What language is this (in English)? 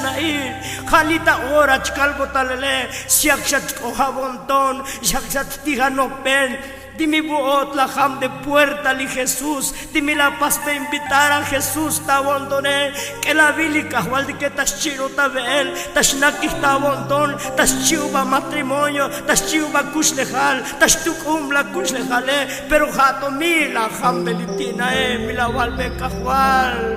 Tzotzil